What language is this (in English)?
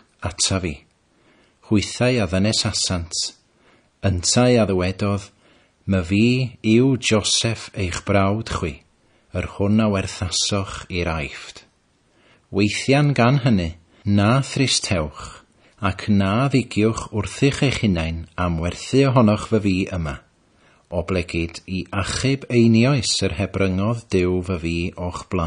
Welsh